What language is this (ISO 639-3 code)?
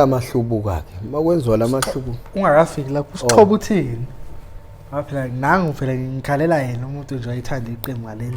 zul